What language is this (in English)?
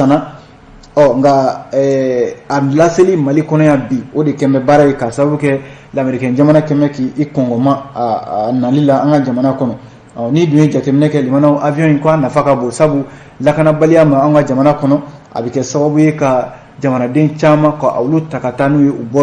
Bambara